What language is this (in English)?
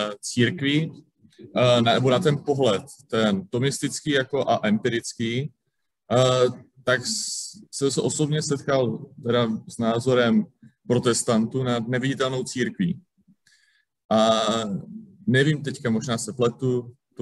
Czech